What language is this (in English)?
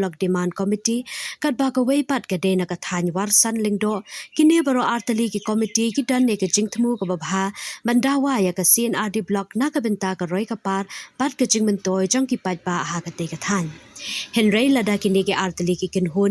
Khasi